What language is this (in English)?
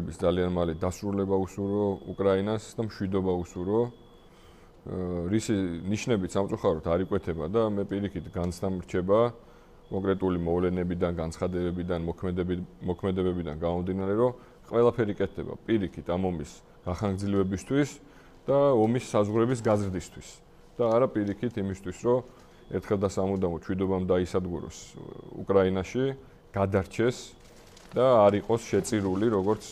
Georgian